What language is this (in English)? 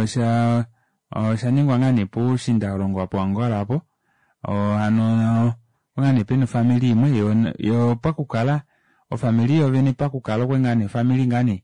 Kuanyama